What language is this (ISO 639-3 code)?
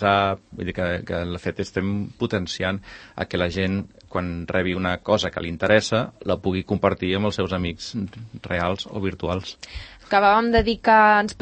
cat